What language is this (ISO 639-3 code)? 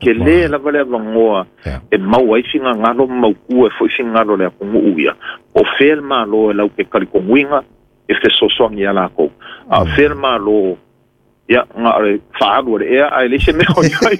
smo